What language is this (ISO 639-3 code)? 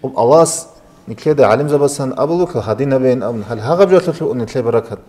ava